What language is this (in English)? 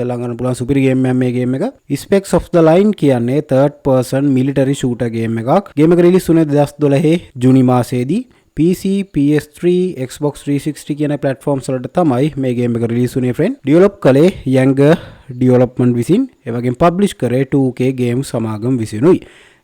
Sinhala